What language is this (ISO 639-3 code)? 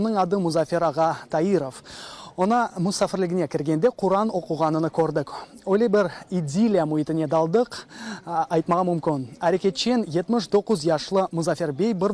crh